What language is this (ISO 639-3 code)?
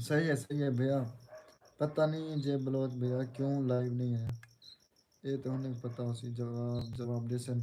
skr